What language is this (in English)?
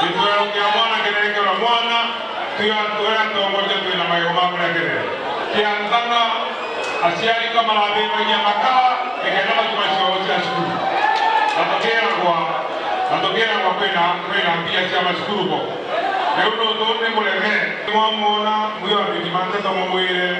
Meru